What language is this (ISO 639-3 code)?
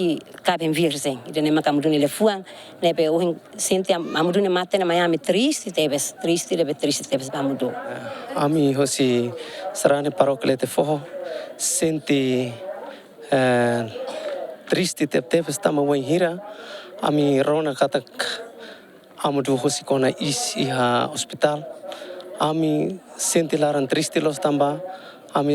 tet